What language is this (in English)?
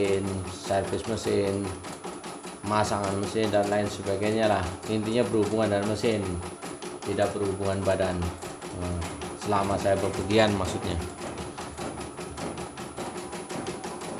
Indonesian